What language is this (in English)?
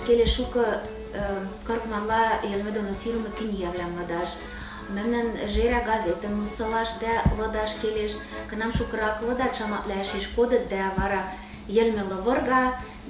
Western Mari